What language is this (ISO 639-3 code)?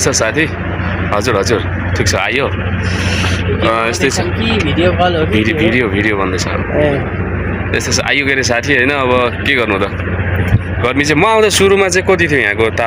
nep